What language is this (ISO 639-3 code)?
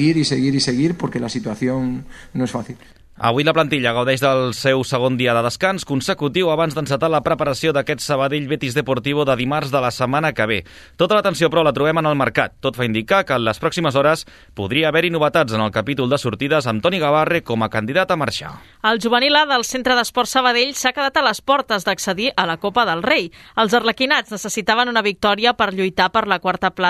cat